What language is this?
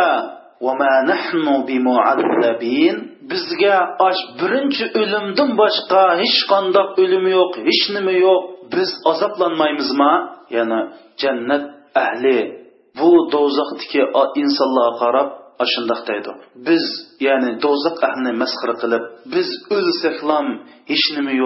Uyghur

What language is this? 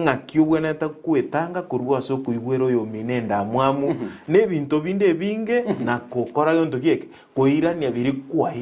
Gusii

